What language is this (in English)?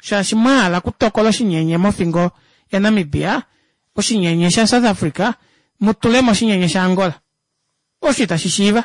Kuanyama